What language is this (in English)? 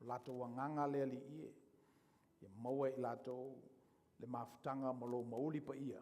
Samoan